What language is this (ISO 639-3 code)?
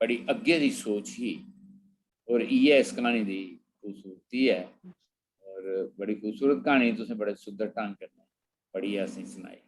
doi